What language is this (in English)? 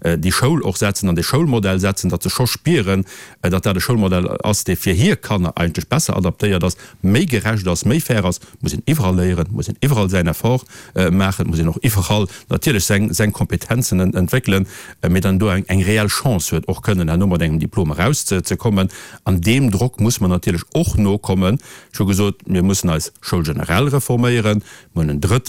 Luxembourgish